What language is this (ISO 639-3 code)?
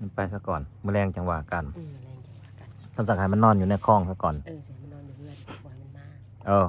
tts